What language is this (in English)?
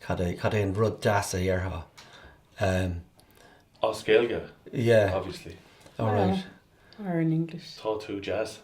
Irish